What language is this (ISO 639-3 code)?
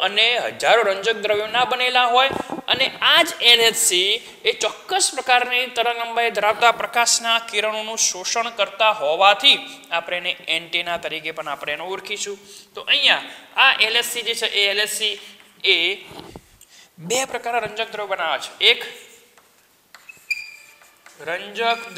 guj